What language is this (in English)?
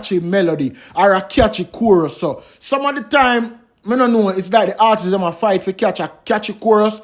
Jamaican Creole English